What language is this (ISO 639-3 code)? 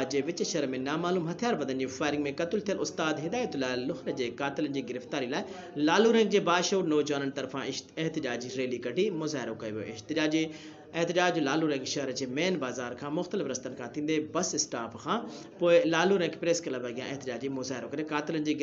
snd